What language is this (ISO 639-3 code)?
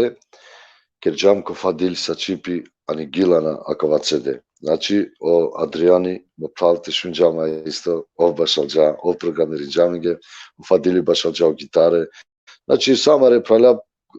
rmn